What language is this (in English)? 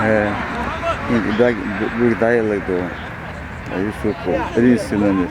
Chechen